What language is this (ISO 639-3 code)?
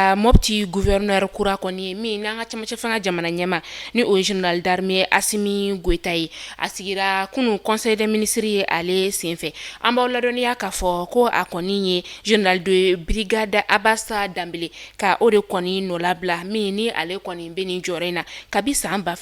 bam